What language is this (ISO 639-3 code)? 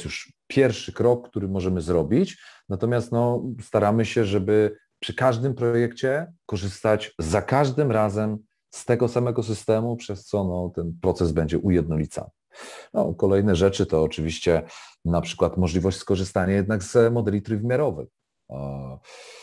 pol